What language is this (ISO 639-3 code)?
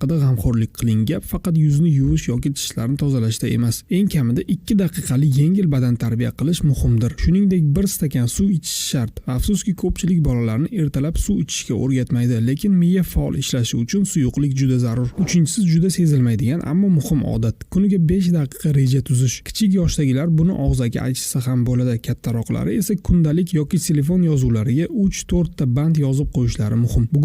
uzb